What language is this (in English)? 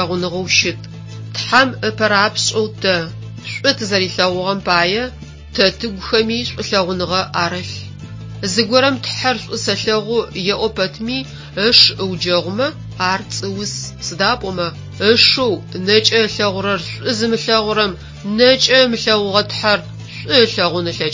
Adyghe